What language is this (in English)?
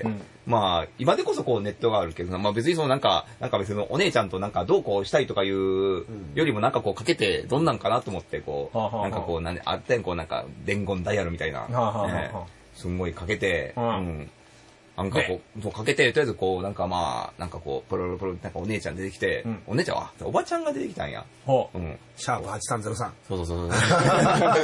Japanese